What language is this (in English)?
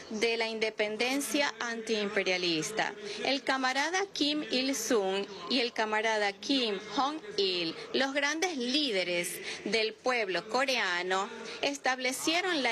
Spanish